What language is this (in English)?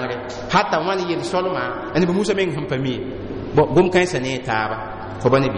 Mossi